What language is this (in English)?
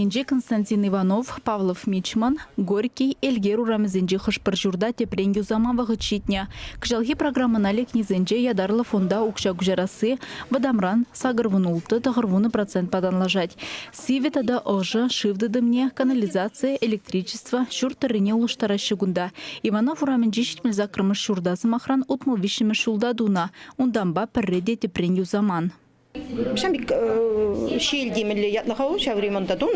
Chuvash